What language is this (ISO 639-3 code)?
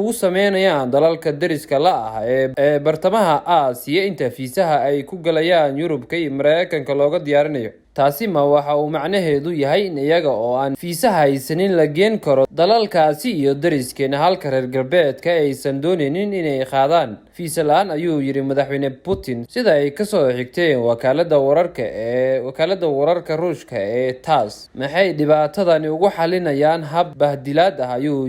som